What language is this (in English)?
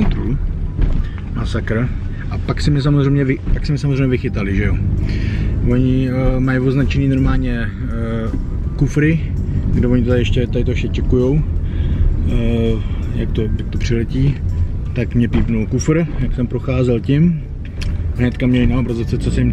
Czech